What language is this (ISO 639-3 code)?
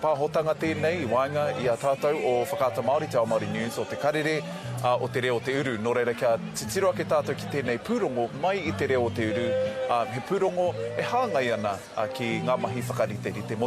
mri